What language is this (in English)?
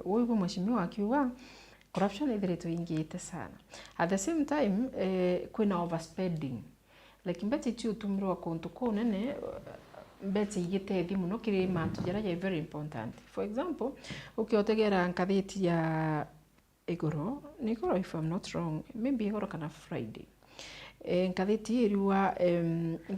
Meru